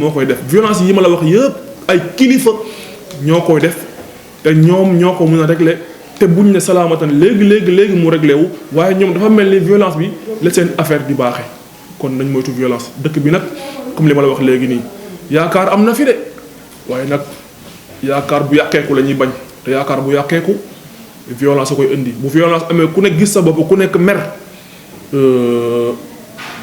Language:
Wolof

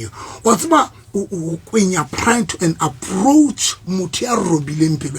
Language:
Southern Sotho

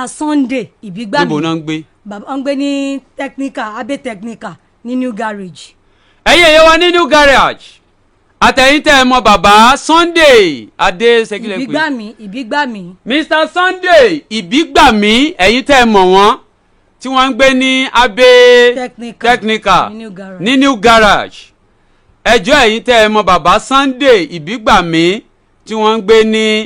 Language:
Yoruba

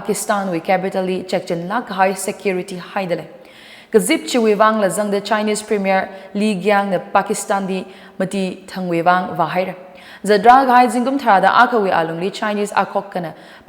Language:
Tangkhul Naga (India)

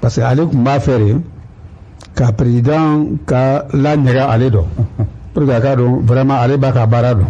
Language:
Bambara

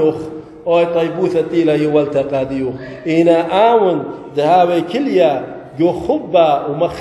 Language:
Assyrian Neo-Aramaic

